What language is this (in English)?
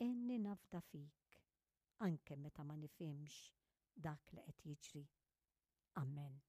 Maltese